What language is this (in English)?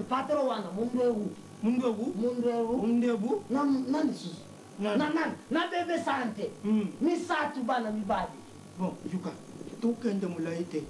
Lingala